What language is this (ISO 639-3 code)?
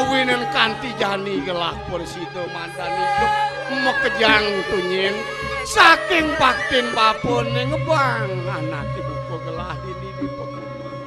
ban